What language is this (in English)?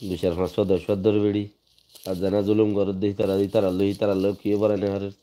Rohingya